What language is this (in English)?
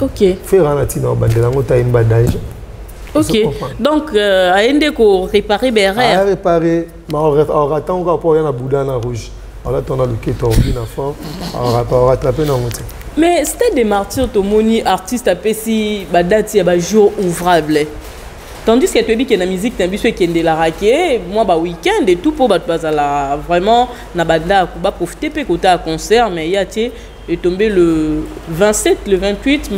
Lingala